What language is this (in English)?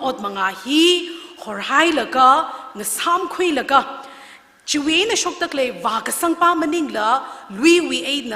Tangkhul Naga (India)